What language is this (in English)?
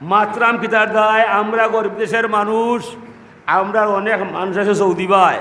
Sylheti